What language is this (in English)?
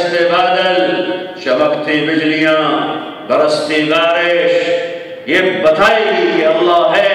Urdu